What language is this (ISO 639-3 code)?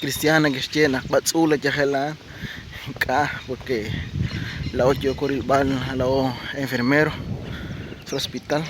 kek